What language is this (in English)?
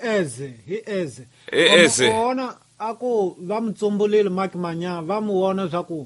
Tsonga